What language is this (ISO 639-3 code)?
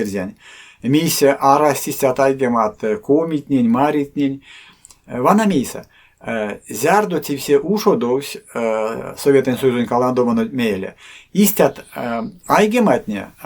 myv